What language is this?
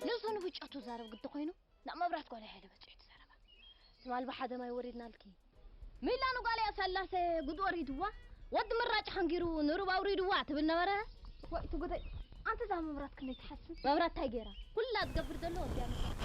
Tigrinya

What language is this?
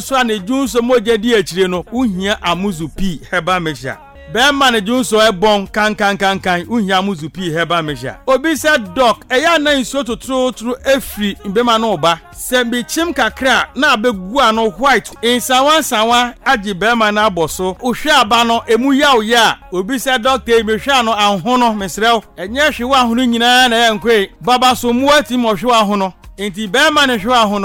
Akan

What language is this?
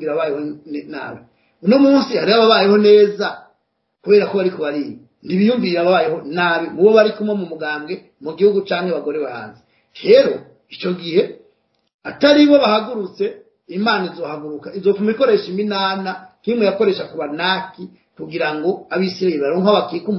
Rundi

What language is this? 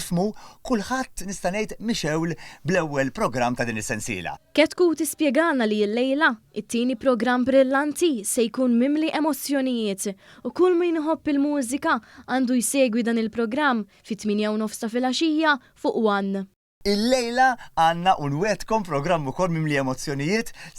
Maltese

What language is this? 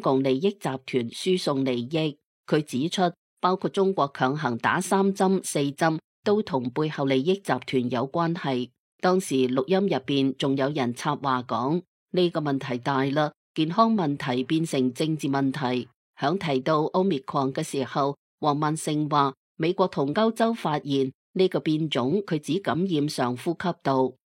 Cantonese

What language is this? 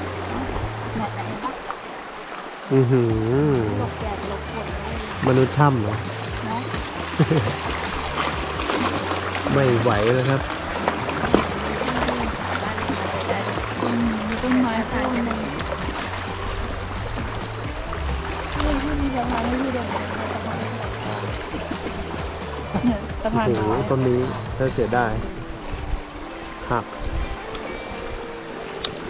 Thai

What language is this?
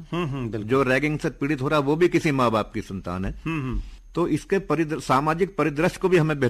Hindi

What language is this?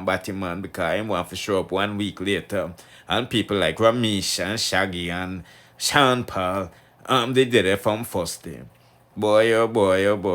Jamaican Creole English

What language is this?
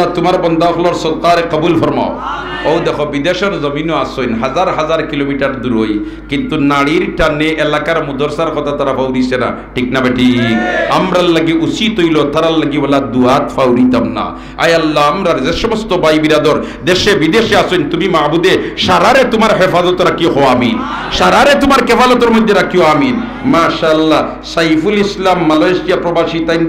Sylheti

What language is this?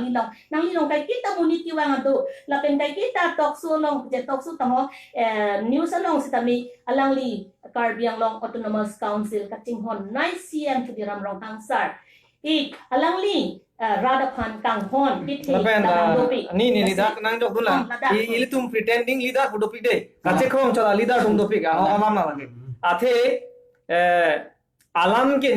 Karbi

